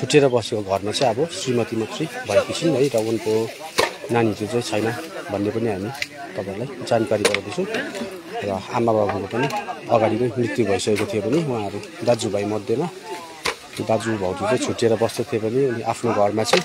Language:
Nepali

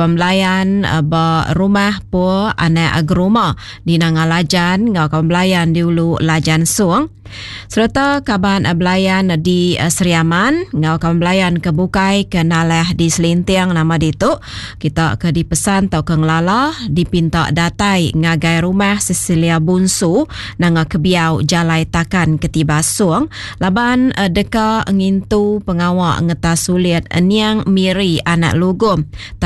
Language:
Iban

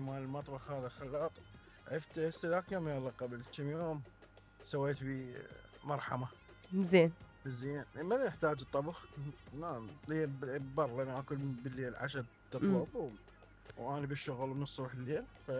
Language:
Mesopotamian Arabic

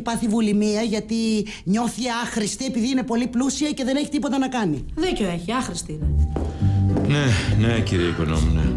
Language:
Greek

